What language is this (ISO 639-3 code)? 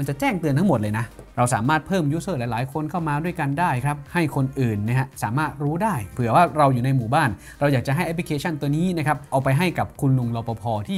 tha